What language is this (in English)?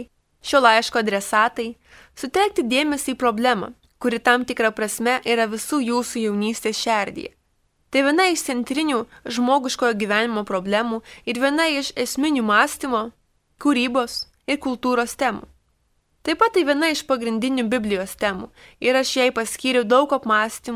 Lithuanian